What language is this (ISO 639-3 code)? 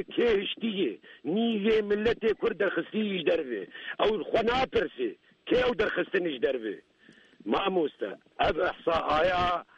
kur